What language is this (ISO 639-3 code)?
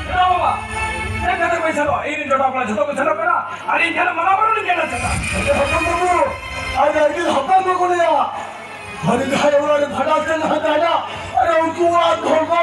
sat